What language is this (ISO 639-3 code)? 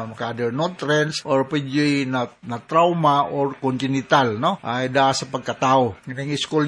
ceb